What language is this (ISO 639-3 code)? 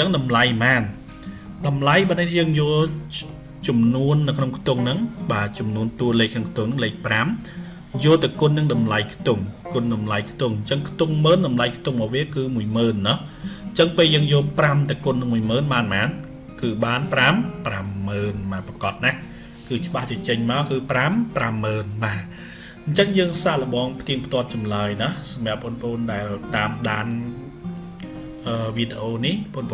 khm